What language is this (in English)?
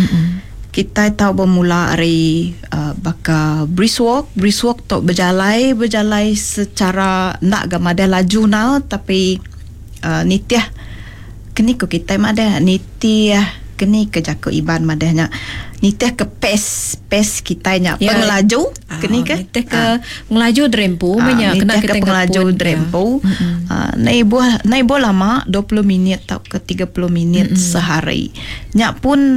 Iban